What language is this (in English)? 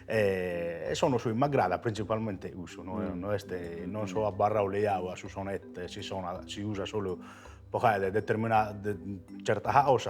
Sardinian